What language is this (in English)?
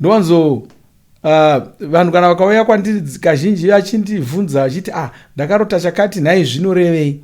Shona